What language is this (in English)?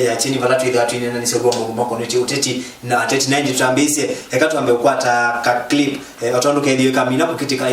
Kamba